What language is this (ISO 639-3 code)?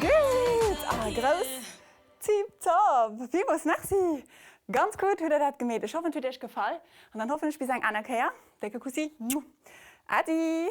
ltz